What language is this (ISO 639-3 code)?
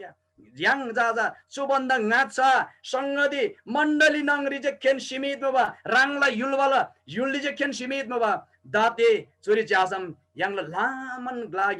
taj